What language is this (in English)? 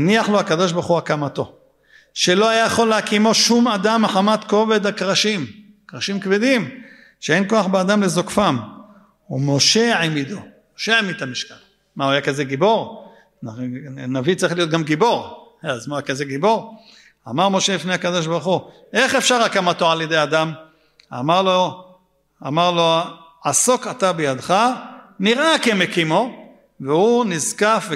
Hebrew